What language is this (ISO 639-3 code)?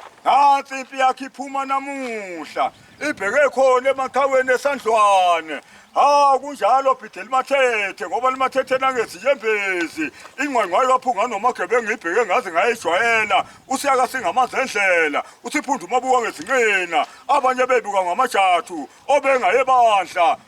zul